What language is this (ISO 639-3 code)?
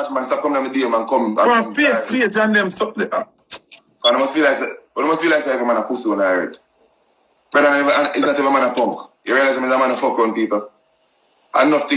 jam